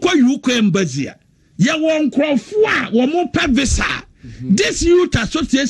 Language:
Akan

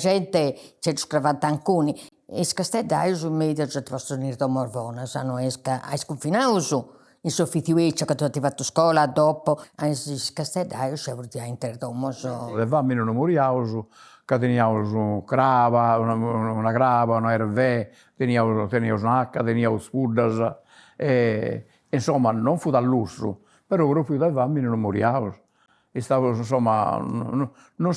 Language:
Sardinian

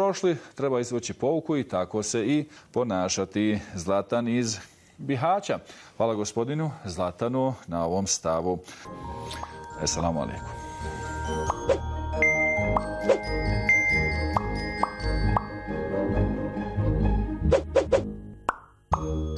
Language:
Bosnian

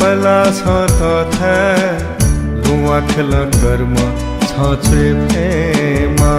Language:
Newari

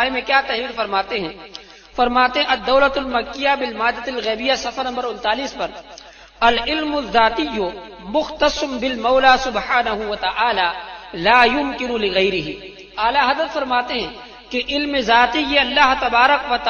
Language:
Urdu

